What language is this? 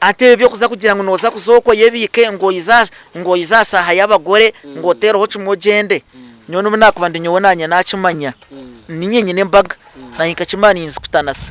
Nyankole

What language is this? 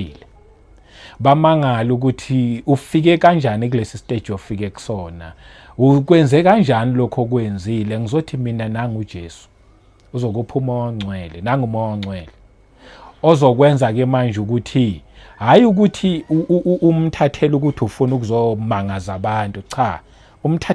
Zulu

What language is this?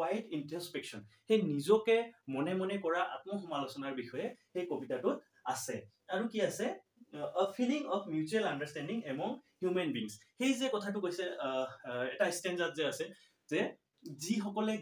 Assamese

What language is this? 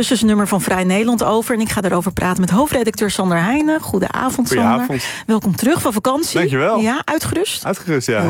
Dutch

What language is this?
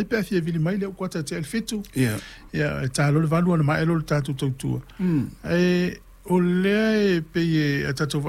Samoan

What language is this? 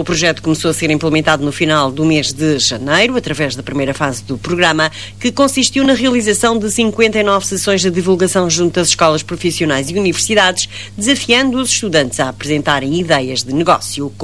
Portuguese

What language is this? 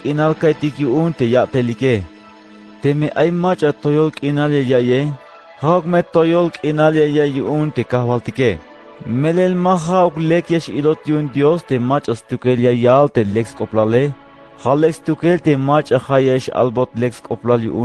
Tzeltal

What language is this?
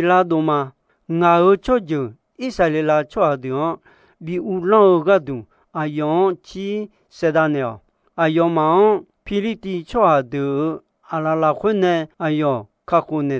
Akha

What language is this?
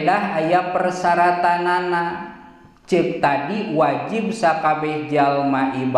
Sundanese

